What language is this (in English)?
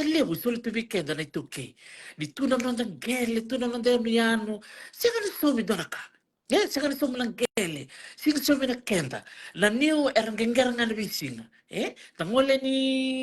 Fijian